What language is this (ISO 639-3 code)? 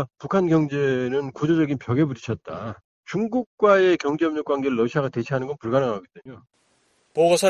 kor